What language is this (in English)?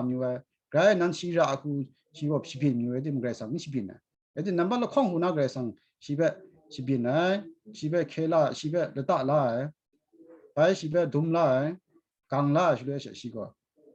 Kachin